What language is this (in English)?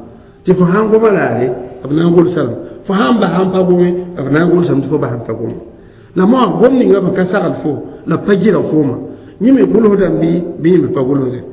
Mossi